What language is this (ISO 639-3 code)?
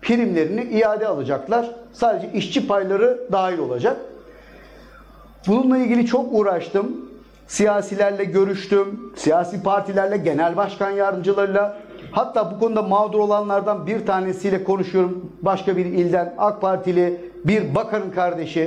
tur